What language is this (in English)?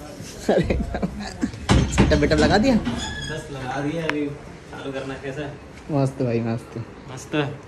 Hindi